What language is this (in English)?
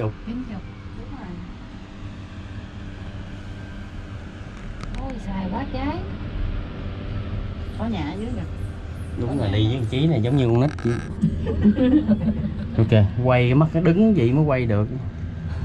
Vietnamese